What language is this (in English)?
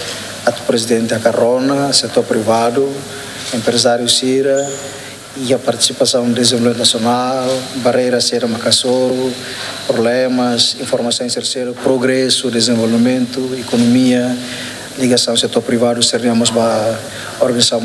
Tetum